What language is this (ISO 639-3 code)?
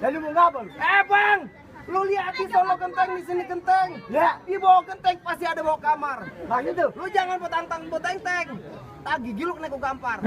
bew